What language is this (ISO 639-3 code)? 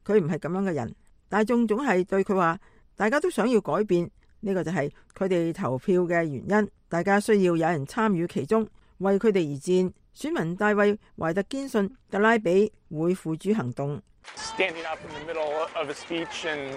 yue